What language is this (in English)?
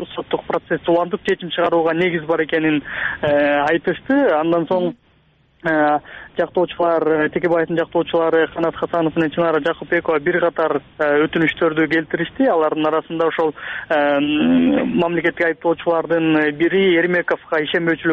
Kyrgyz